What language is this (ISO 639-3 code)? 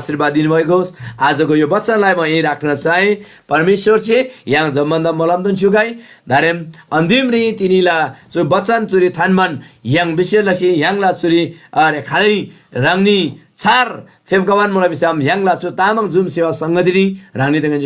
taj